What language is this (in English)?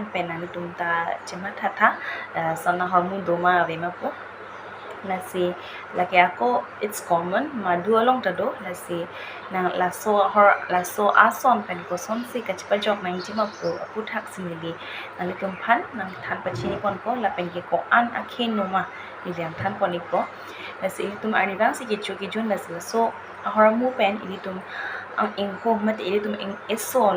Karbi